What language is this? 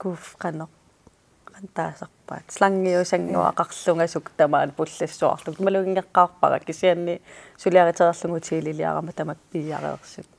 Kalaallisut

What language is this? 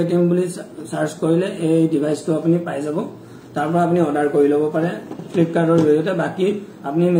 Assamese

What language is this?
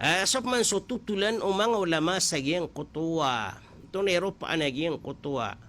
Maranao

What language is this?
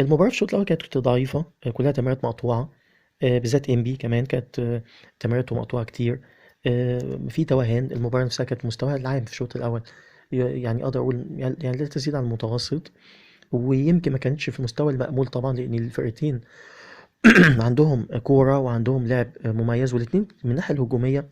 Egyptian Arabic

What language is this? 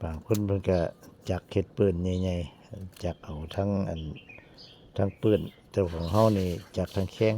Lao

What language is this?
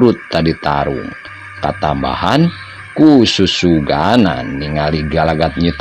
Sundanese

